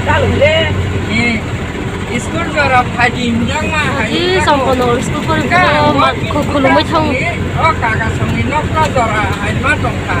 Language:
Kok Borok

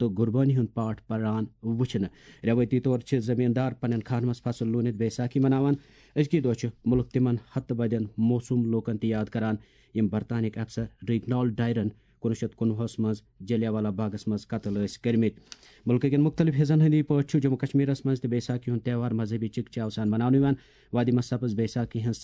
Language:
Kashmiri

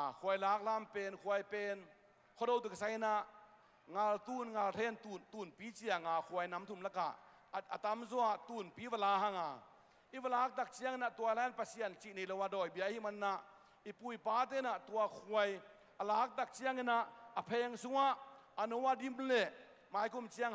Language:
Tedim Chin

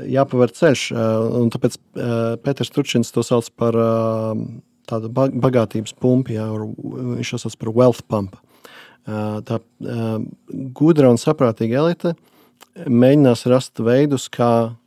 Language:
Latvian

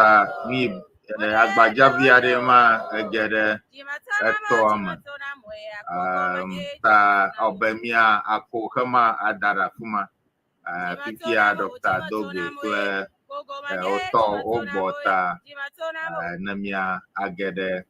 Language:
Ewe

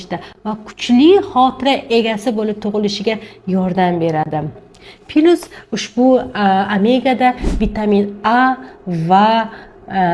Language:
Uzbek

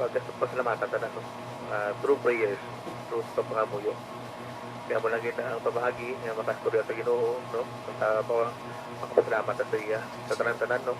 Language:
Hiligaynon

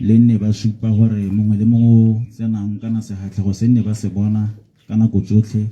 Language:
Tswana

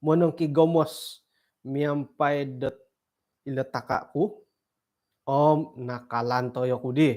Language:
Central Dusun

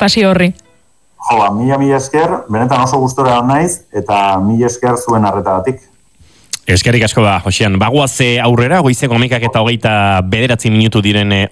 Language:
Basque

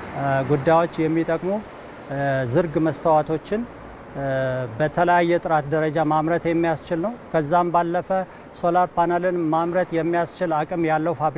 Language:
Amharic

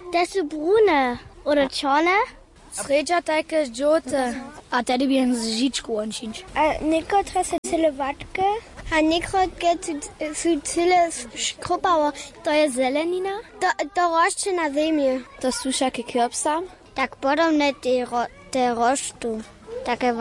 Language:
Upper Sorbian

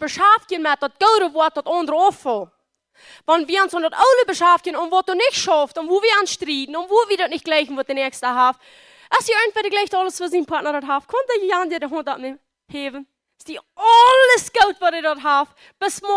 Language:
Plautdietsch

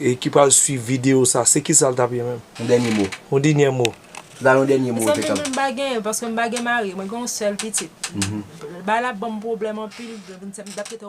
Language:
Haitian Creole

